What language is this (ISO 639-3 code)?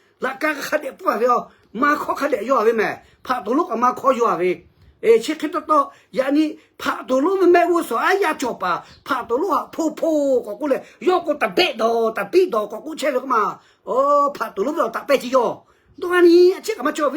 lhu